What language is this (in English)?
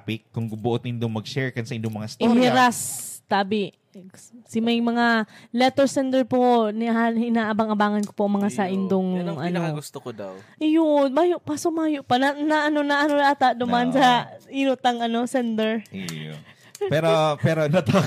Bikol